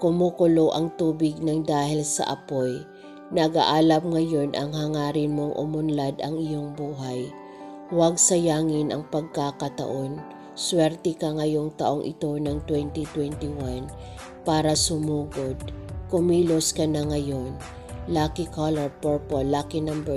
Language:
Filipino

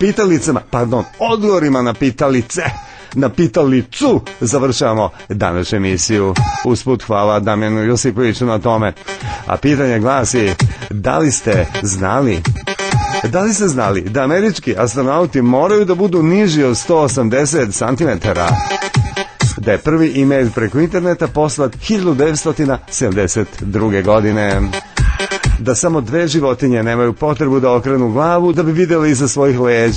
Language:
Serbian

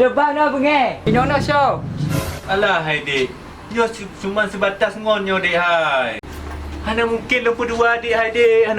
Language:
Achinese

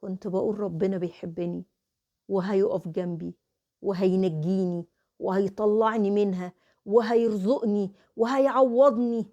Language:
Egyptian Arabic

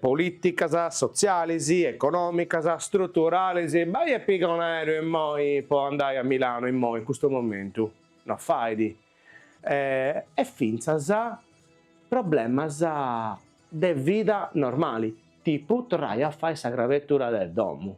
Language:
Sardinian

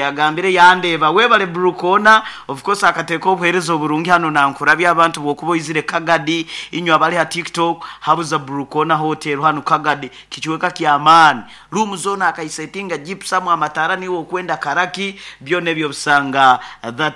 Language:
Nyankole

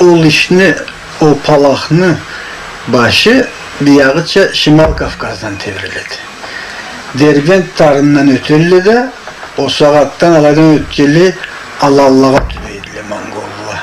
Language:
Karachay-Balkar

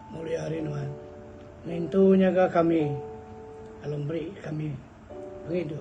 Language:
Iban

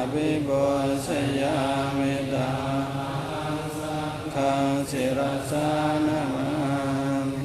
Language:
Pali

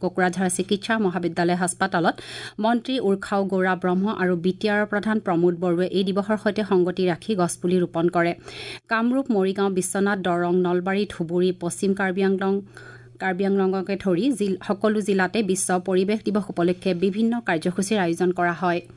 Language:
Assamese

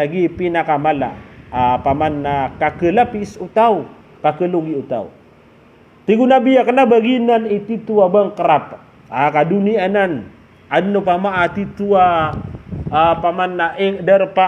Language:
Maranao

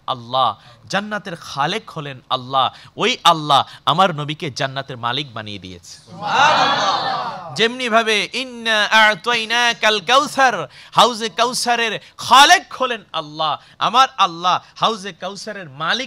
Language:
Bangla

